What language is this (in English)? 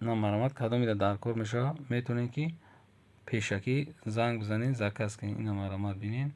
Tajik